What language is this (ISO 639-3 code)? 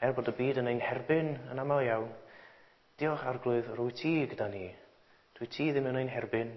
cym